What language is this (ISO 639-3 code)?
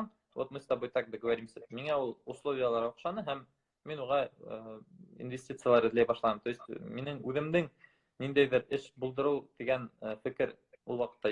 bak